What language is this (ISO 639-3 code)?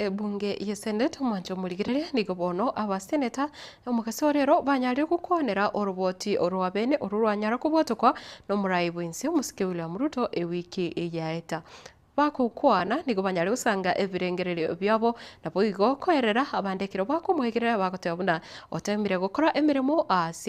guz